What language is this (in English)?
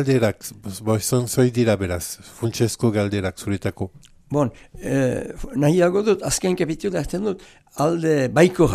Basque